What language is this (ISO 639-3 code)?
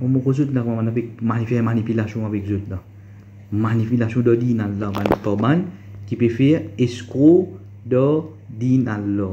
mfe